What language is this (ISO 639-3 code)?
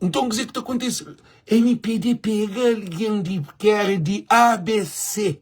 kea